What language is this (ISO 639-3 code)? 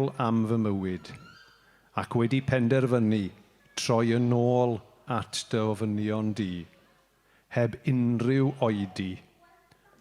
cym